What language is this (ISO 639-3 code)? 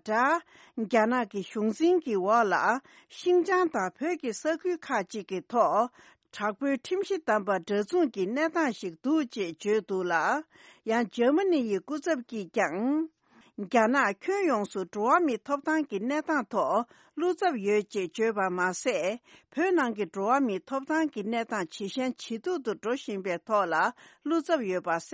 bod